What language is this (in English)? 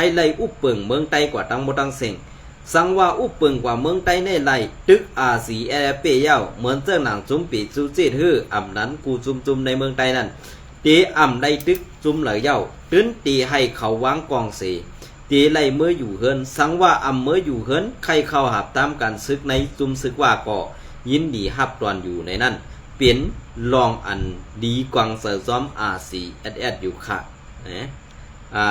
Shan